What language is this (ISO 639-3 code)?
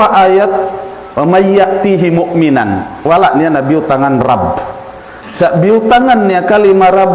tsg